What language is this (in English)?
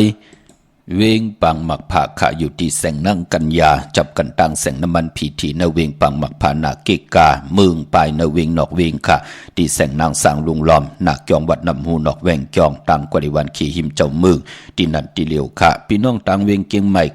Shan